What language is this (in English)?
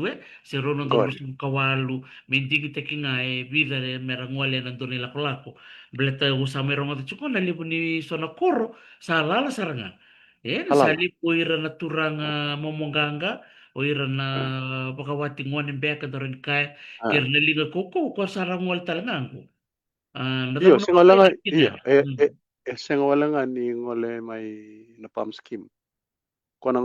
Fijian